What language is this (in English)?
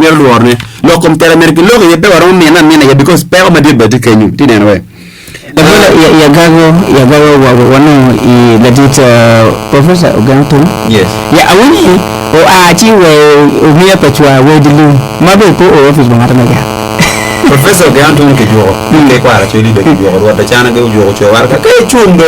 Acoli